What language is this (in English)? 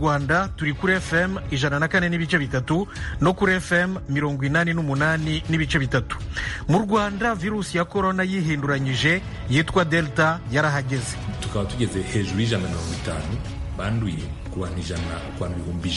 Kinyarwanda